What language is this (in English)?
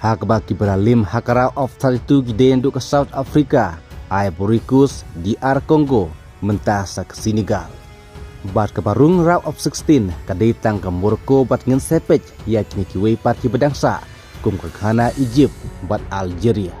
Khasi